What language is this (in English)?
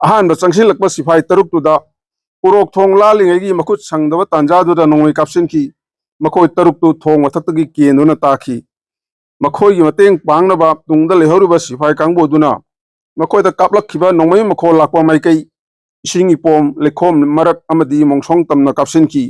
Manipuri